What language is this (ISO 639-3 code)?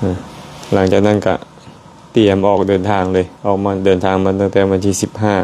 lao